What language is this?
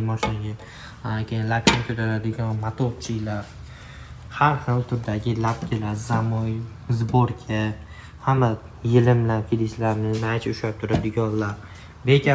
Uzbek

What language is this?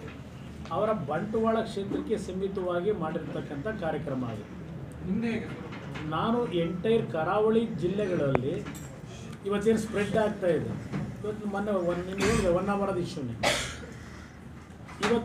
Kannada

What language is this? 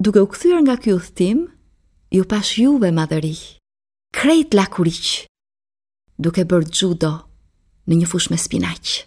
Albanian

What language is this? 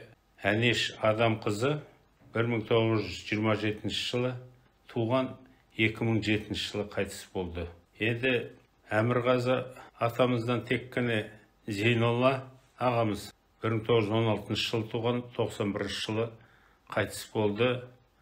Kazakh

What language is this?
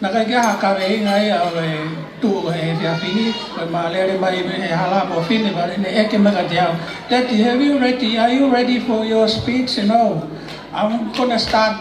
Tongan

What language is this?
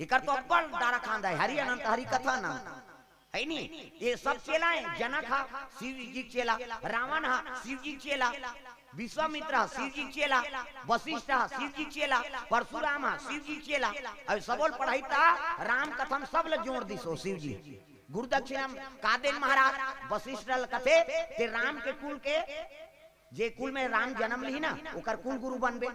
Chhattisgarhi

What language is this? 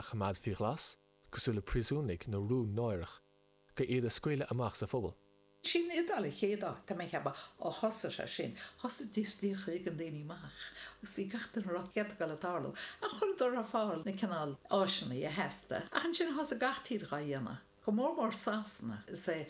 Irish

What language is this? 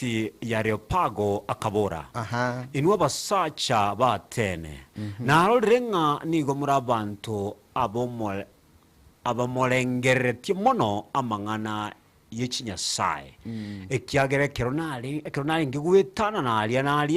Gusii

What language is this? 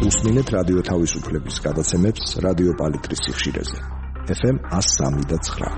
Georgian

